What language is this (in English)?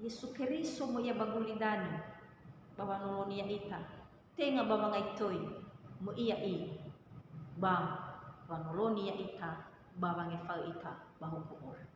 Nias